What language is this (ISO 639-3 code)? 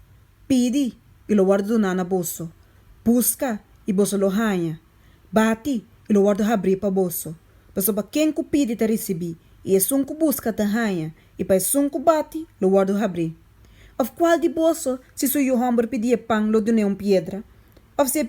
pap